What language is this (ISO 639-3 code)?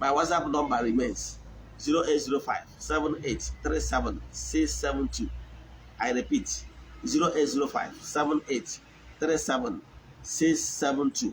ibo